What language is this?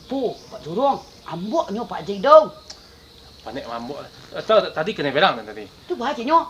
Minangkabau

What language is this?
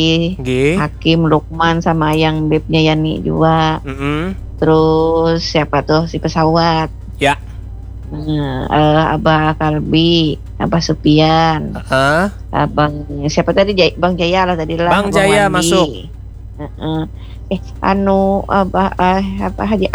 Banjar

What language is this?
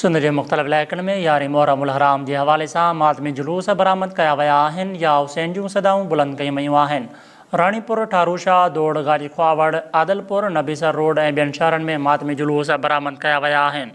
Sindhi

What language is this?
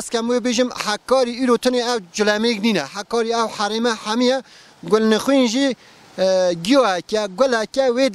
Kurdish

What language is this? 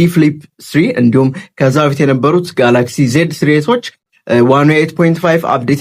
Amharic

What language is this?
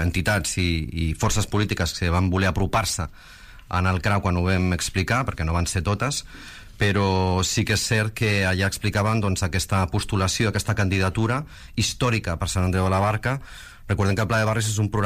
Catalan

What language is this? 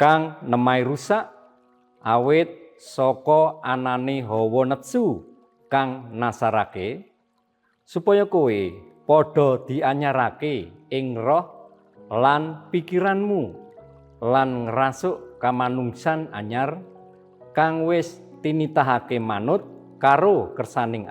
Javanese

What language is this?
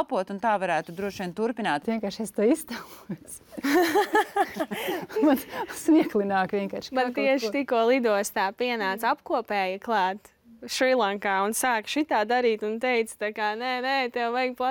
Latvian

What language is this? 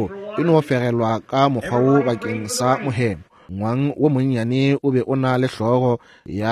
Northern Sotho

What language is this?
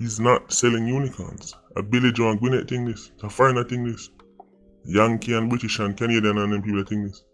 Jamaican Creole English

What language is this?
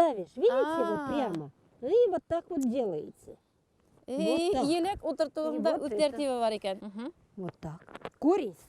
Bashkir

